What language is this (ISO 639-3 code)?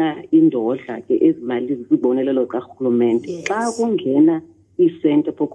xho